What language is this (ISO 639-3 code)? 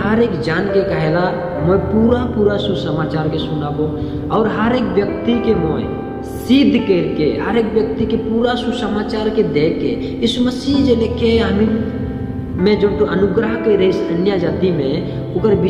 sck